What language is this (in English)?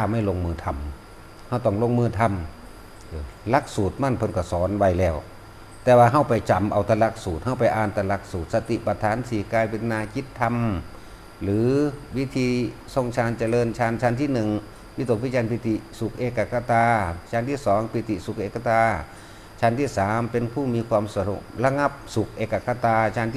Northeastern Thai